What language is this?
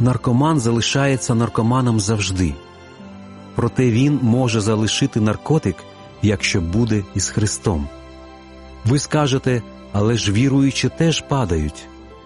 Ukrainian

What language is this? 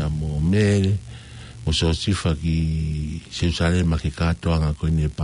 Tongan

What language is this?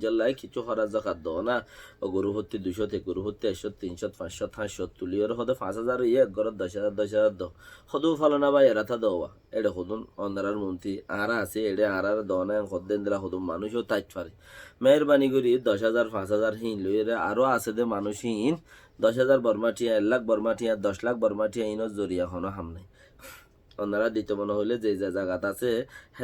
Rohingya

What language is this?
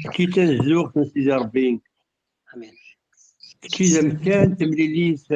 Kabyle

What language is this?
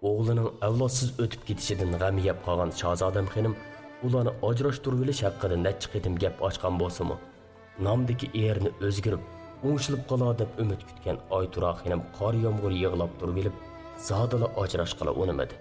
Uyghur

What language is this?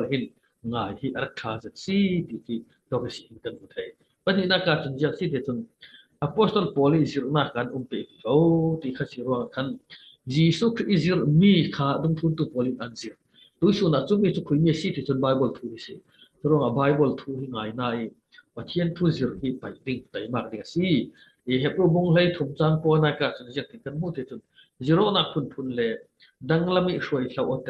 Falam Chin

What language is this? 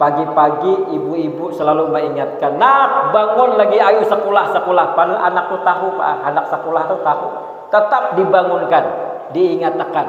Banjar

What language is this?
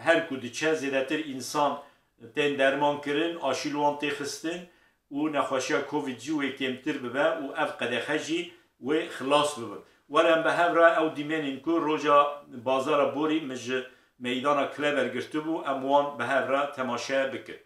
Kurdish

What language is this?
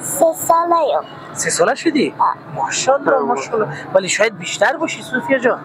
Persian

